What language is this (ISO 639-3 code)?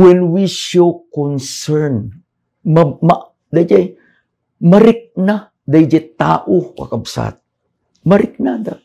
ilo